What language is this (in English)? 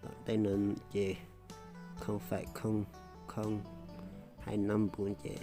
Hmong